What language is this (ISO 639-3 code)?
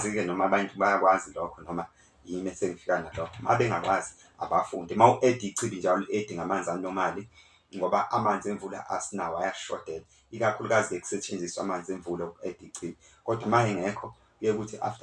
zul